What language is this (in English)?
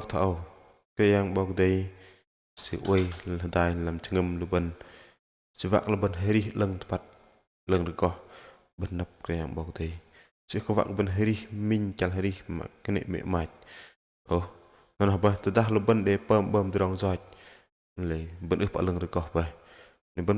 Bahnar